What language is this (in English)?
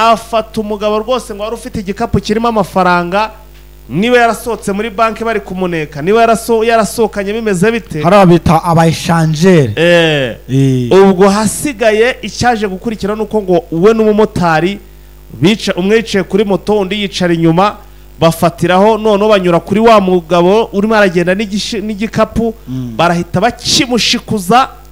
Kinyarwanda